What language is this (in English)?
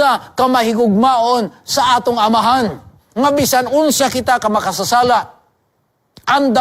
Cebuano